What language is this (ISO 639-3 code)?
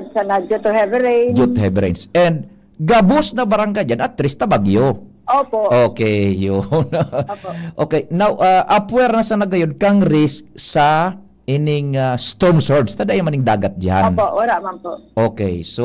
bik